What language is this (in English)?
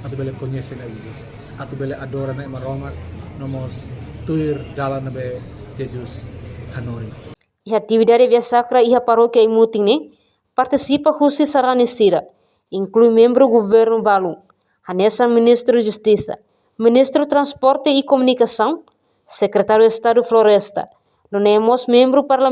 Tetum